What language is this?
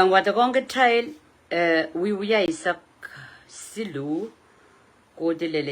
Pohnpeian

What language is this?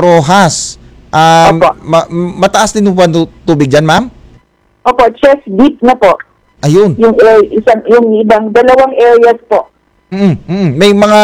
Filipino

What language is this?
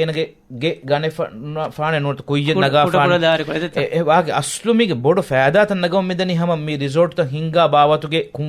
Divehi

